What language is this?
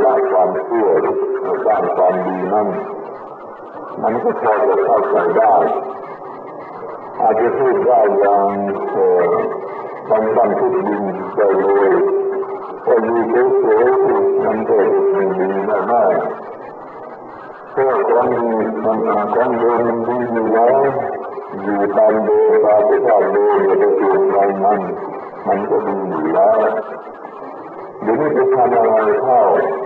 Thai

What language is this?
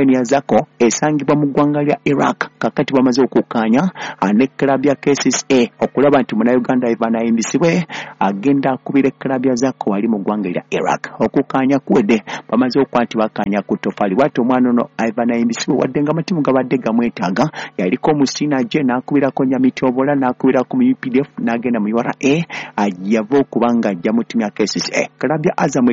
Ganda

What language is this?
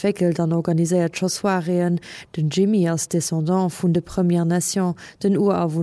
Luxembourgish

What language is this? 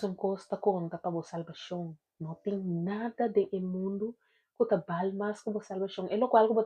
Papiamento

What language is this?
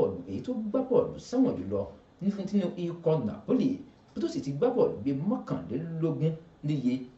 Yoruba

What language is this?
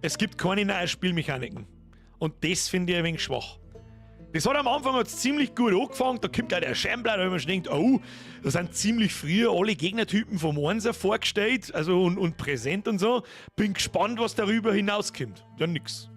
Bavarian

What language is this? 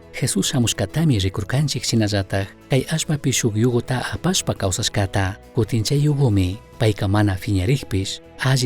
Chimborazo Highland Quichua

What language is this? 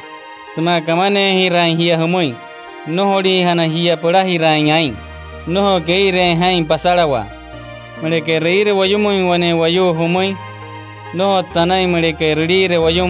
Wayuu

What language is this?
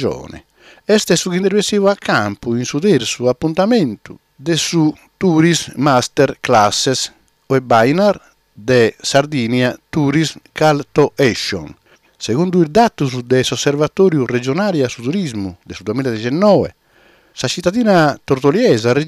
Sardinian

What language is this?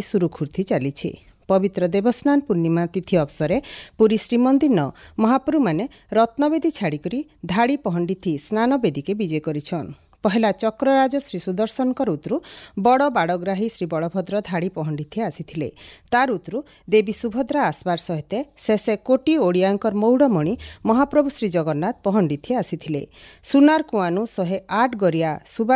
Odia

